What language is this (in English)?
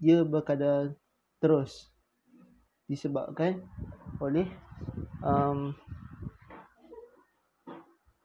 Malay